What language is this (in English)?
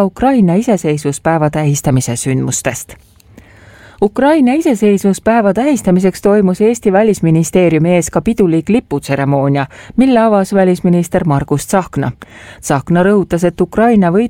Estonian